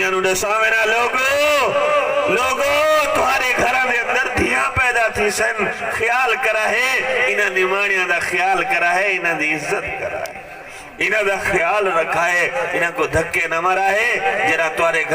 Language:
Saraiki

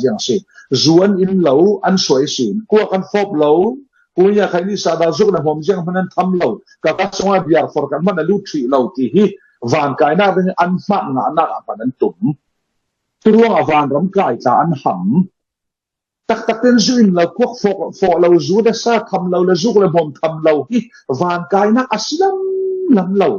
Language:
Falam Chin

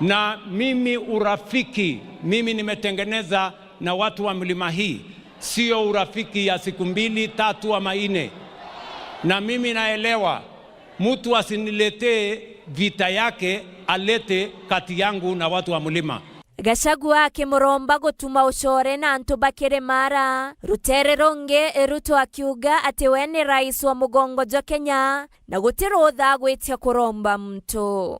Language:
Meru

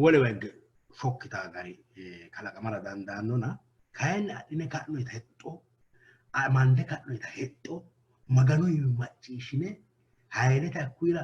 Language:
Sidamo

